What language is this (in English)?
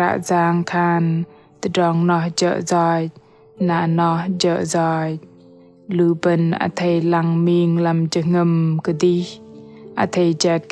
Bahnar